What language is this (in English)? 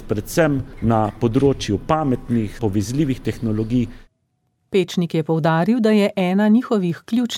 Slovenian